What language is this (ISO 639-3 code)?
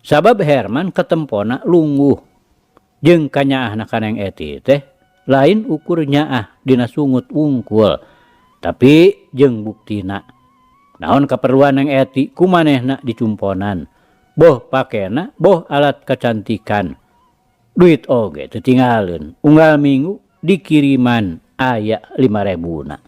sun